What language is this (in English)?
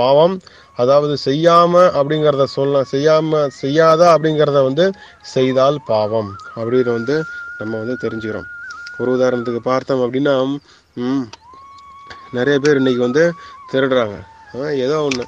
Tamil